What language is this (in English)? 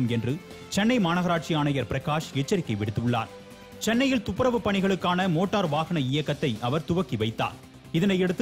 Tamil